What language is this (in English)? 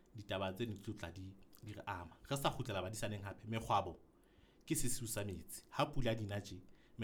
Southern Sotho